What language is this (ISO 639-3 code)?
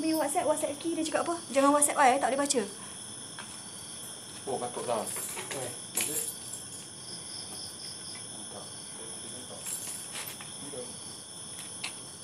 msa